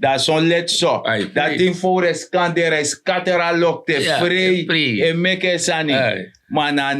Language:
Sranan Tongo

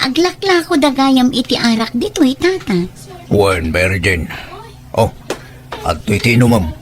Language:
Iloko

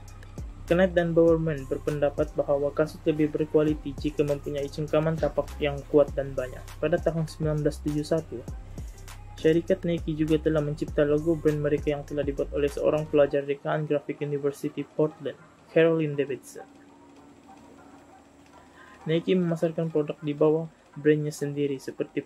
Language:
Malay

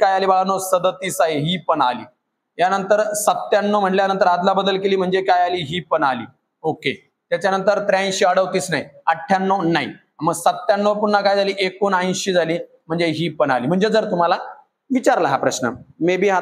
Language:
Marathi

